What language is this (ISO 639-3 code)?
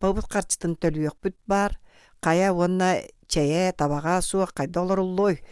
sah